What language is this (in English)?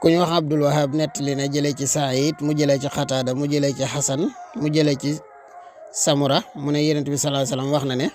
Wolof